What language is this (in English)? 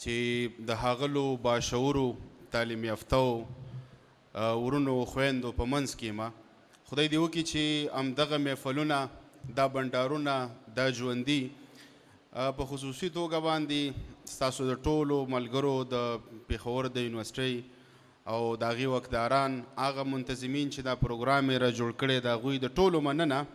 Pashto